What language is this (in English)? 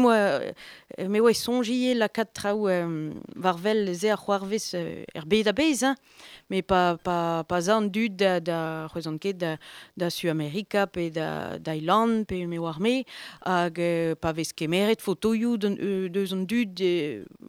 Breton